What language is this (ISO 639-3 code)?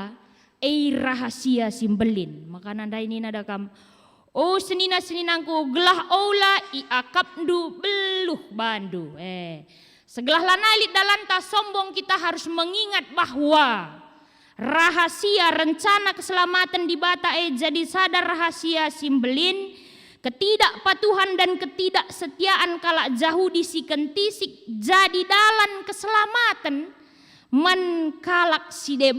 btx